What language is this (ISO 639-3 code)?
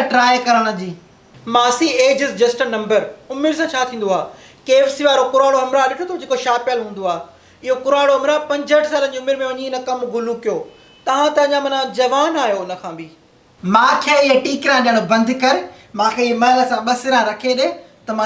snd